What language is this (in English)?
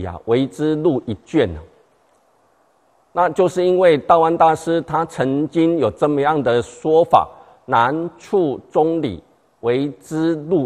Chinese